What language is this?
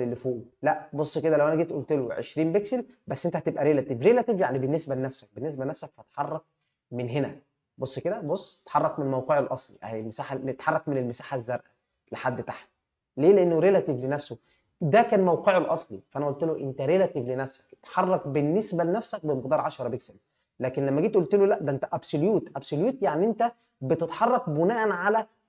Egyptian Arabic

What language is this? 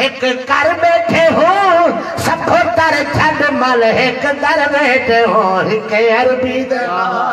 Saraiki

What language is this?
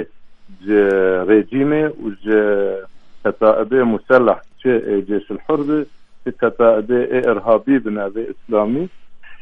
Kurdish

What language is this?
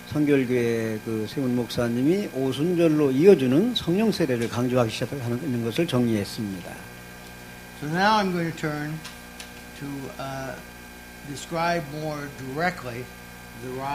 Korean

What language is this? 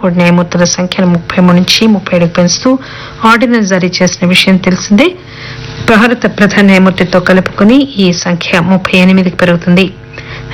Telugu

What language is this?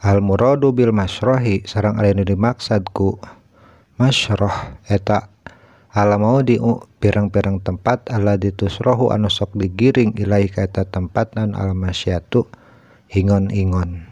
Sundanese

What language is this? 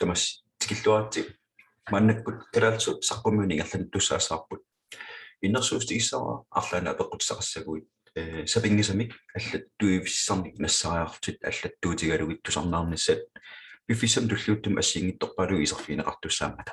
Kalaallisut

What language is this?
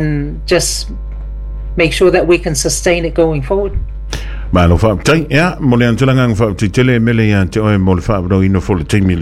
Samoan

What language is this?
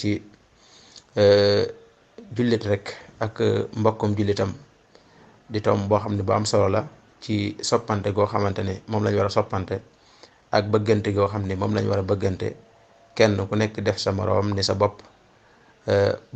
Wolof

